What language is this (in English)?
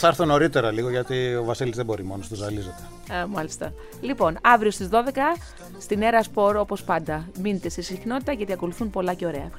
Greek